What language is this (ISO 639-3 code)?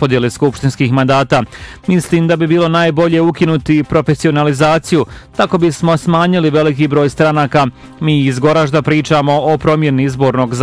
bos